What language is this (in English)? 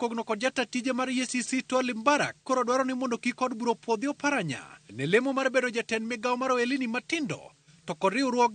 Luo (Kenya and Tanzania)